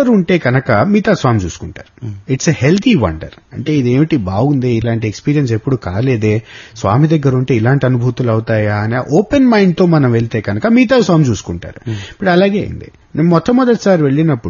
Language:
Telugu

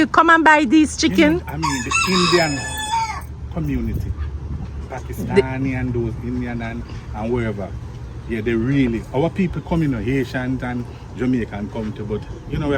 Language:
Jamaican Creole English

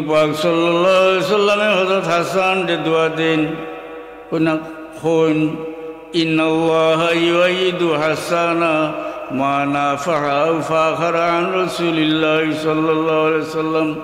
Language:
Sylheti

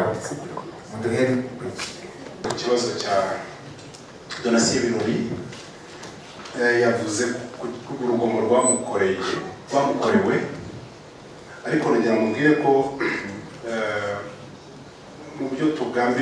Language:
Kinyarwanda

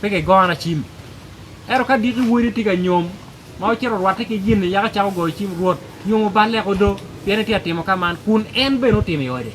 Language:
Acoli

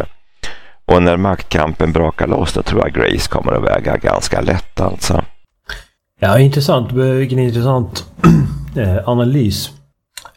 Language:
Swedish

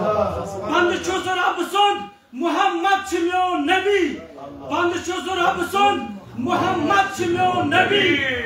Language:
Kashmiri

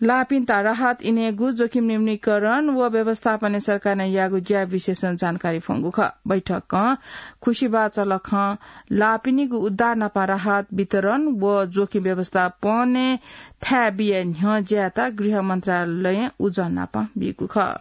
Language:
Newari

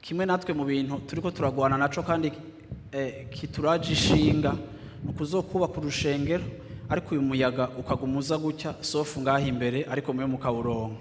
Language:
Rundi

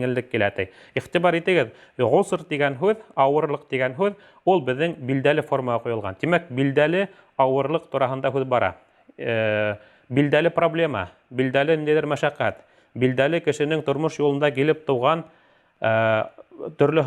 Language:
Bashkir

